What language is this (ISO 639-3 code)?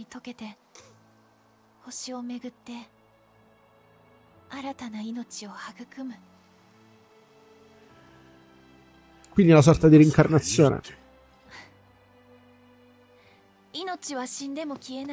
ita